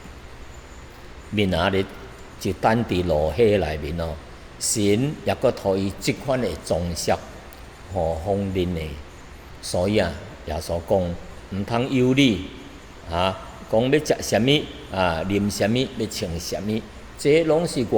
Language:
Min Nan Chinese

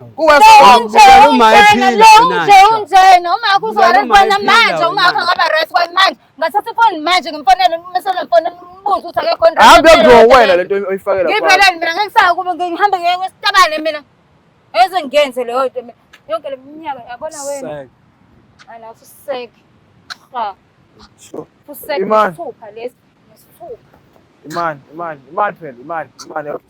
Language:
Zulu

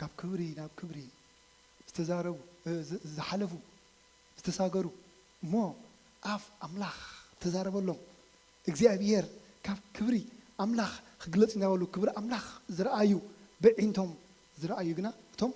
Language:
Tigrinya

